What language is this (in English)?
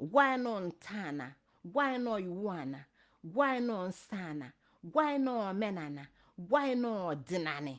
Igbo